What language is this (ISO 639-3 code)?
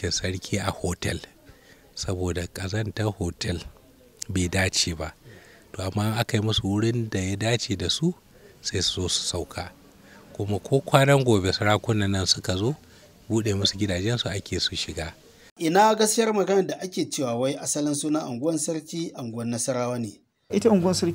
hau